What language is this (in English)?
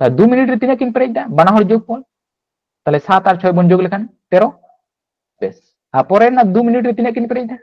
Santali